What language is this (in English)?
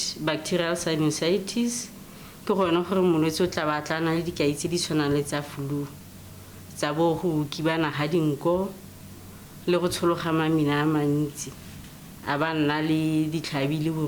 Tswana